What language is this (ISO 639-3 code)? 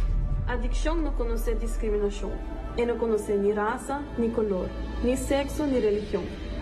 pap